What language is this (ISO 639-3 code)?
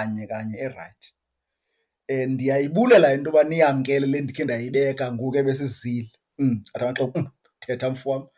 xho